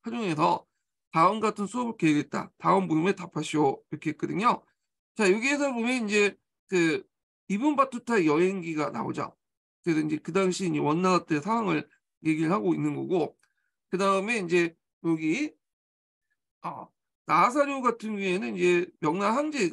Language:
Korean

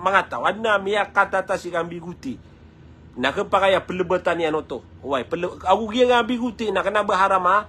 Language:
Maranao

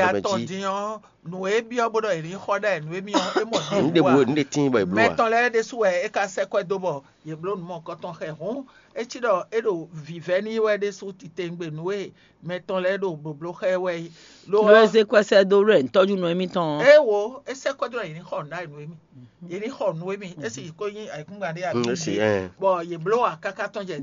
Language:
Fon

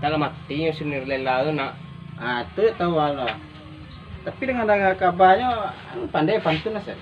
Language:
Minangkabau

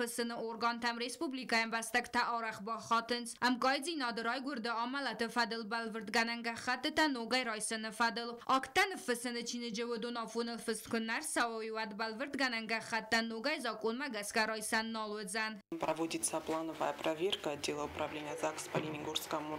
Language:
Ossetic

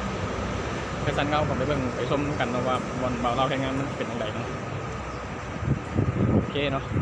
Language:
Lao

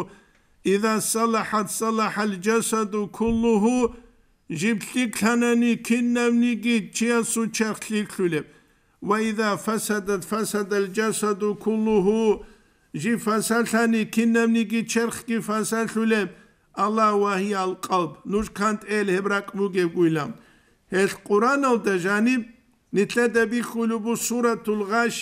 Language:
Avaric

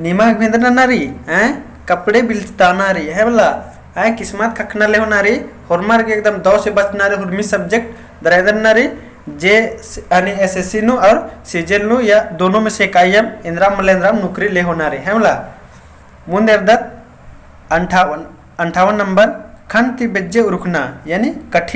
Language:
Kurukh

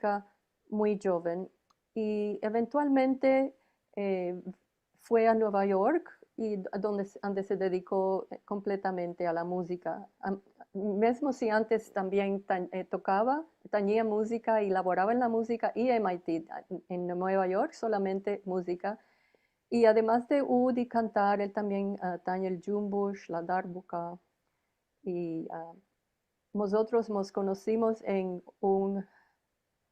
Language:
Ladino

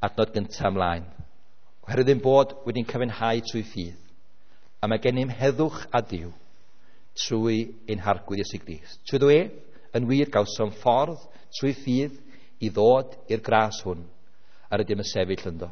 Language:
Welsh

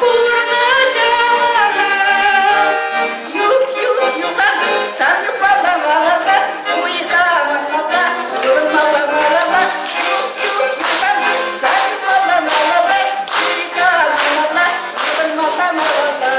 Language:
Chuvash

